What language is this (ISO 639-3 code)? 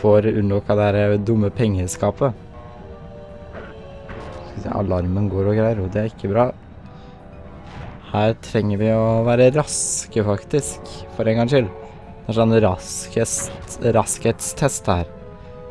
nor